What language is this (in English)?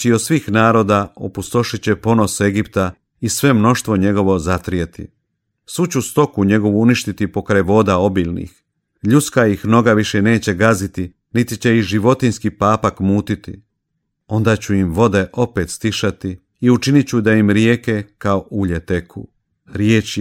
Croatian